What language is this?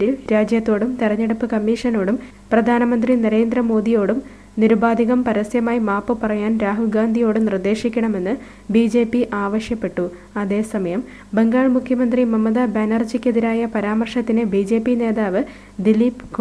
Malayalam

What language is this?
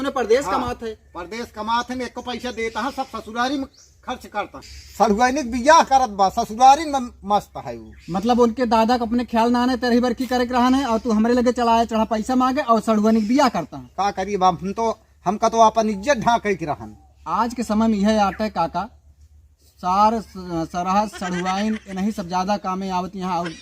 Awadhi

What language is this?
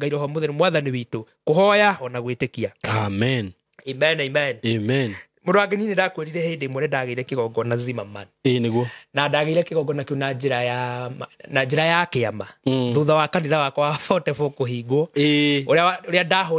Kikuyu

